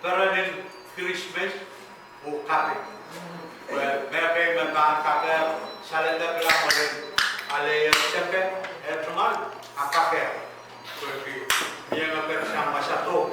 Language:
Pohnpeian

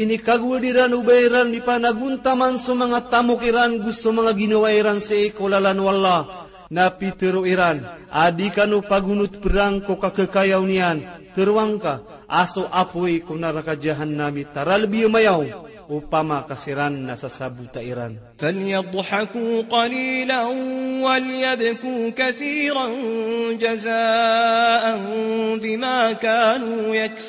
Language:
Maranao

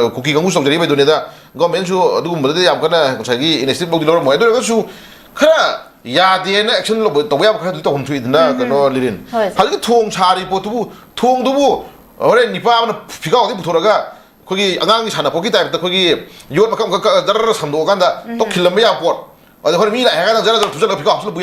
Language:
Manipuri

